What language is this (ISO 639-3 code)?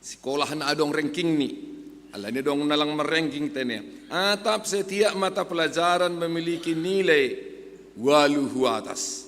bts